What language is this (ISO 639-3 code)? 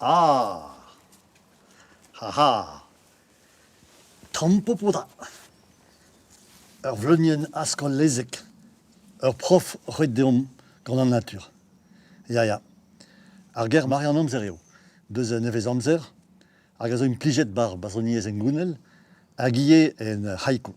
bre